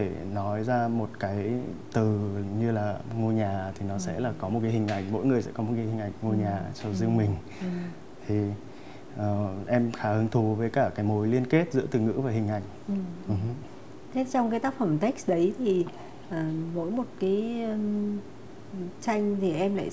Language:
Vietnamese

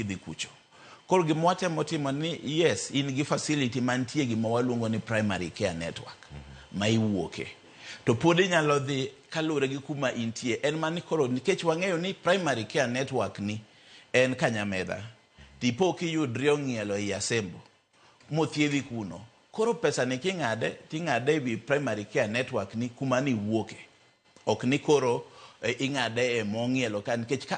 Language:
Luo (Kenya and Tanzania)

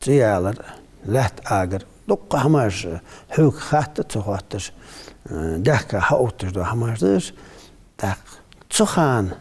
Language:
Ingush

